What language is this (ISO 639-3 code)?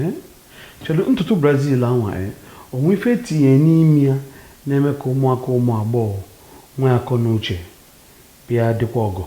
ibo